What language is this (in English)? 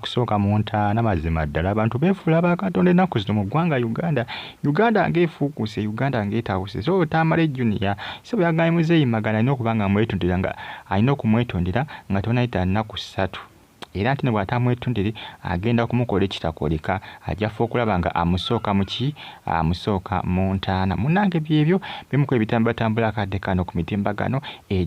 Ganda